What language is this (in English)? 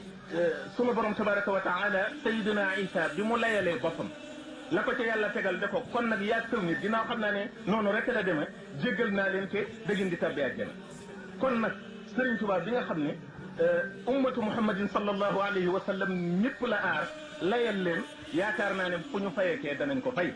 Wolof